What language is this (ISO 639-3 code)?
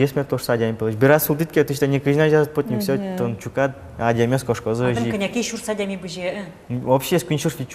udm